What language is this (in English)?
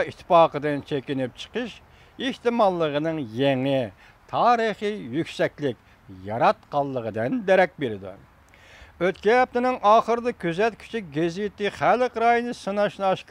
Uyghur